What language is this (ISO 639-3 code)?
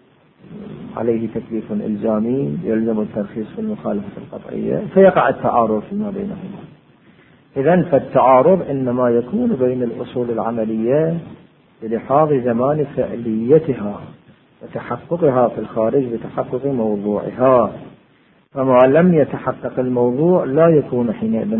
ara